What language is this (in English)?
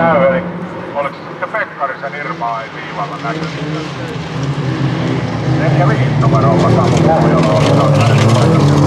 Finnish